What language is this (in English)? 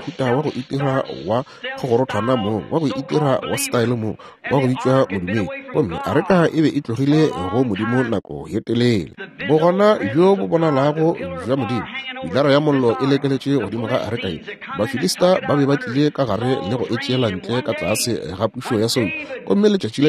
Northern Sotho